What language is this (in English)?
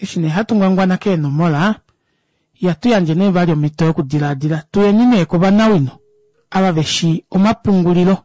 Kuanyama